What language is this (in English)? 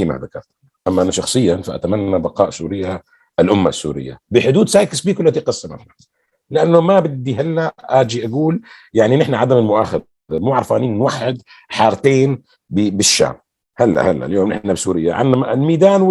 North Levantine Arabic